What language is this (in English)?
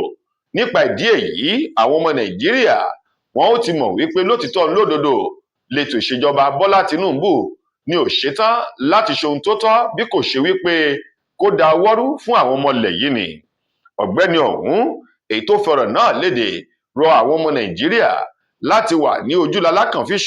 Yoruba